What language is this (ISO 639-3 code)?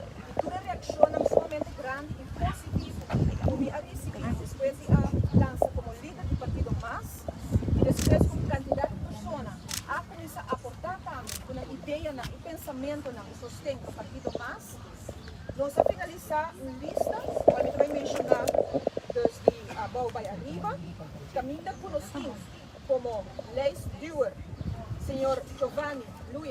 pap